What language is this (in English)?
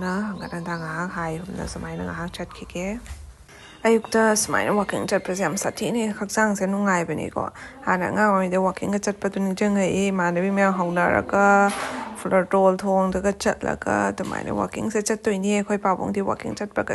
Manipuri